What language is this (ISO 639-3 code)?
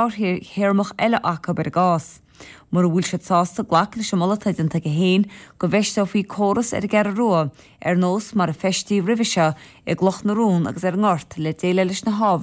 gle